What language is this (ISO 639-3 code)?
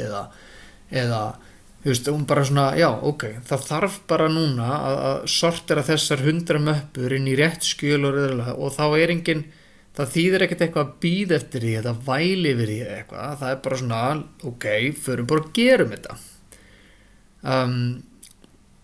isl